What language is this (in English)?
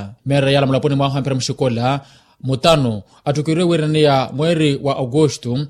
Makhuwa